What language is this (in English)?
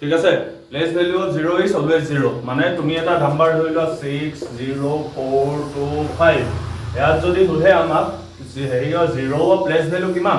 Assamese